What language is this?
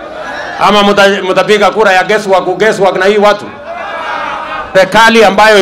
Swahili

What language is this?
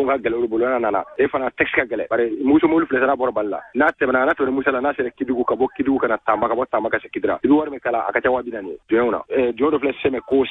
Bambara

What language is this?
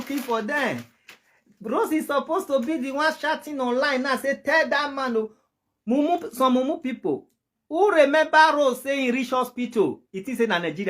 Nigerian Pidgin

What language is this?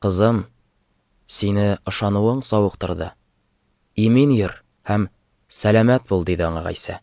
Tatar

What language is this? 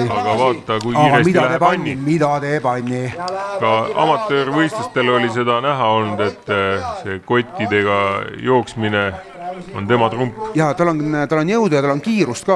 Estonian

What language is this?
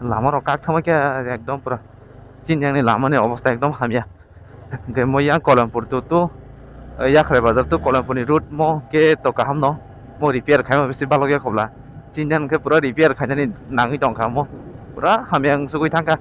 Kok Borok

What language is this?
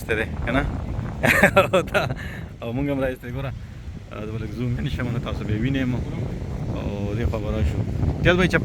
Pashto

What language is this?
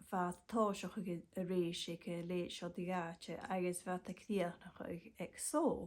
Scottish Gaelic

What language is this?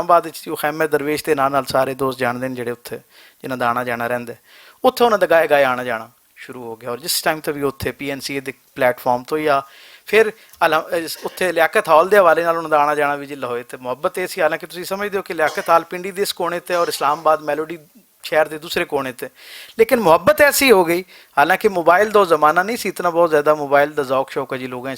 Western Panjabi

